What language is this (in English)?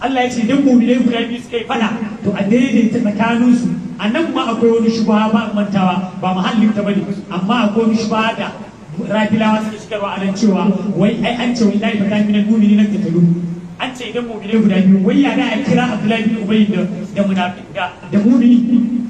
Hausa